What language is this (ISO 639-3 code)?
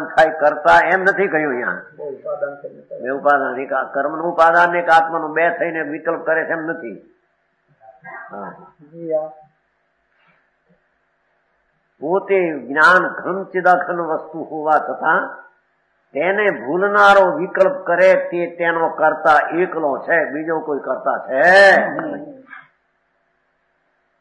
guj